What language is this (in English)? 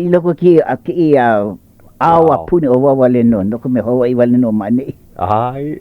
Hawaiian